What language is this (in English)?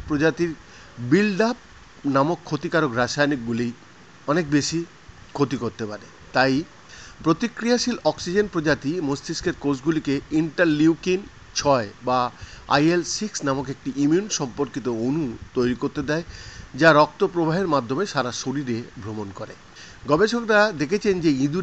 Bangla